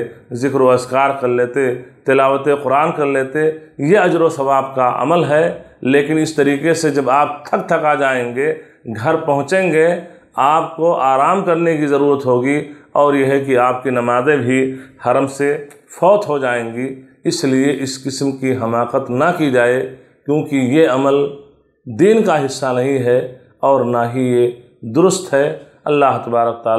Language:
Urdu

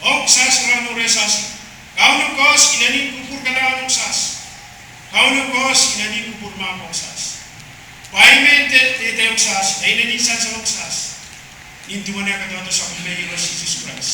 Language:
Pohnpeian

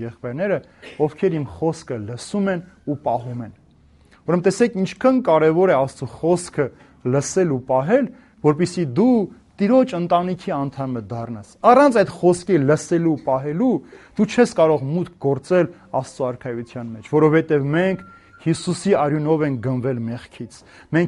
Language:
Armenian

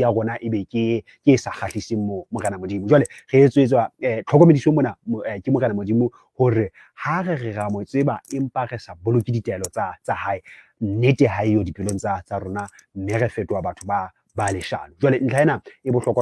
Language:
Southern Sotho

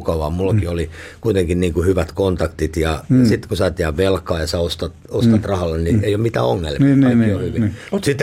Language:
Finnish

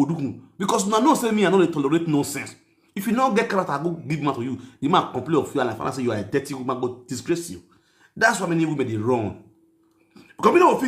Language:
Nigerian Pidgin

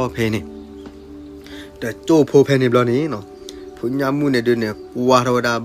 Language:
S'gaw Karen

